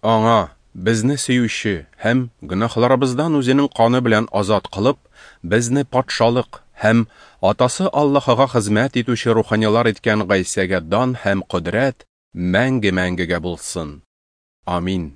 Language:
Tatar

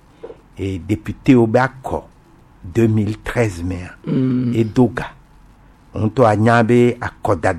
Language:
Gen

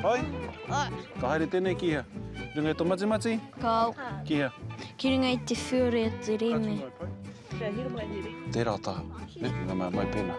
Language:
Māori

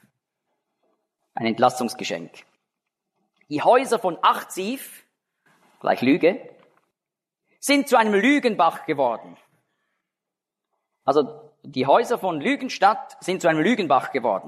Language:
German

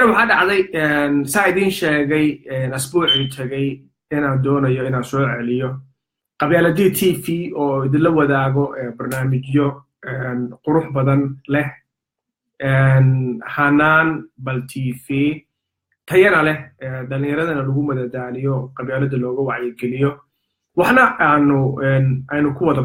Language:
Somali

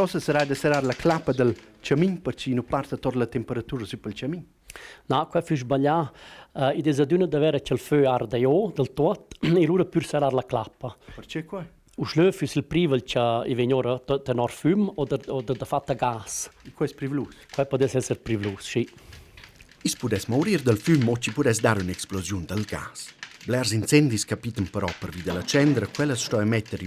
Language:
Romansh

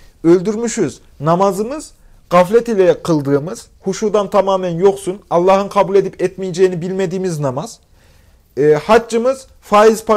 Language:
Turkish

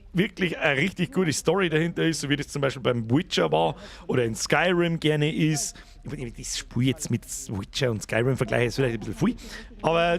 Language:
Bavarian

